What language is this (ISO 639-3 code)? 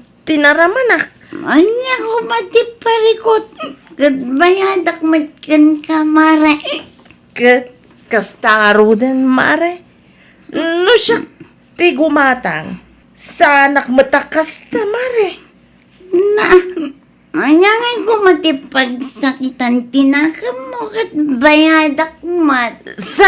ilo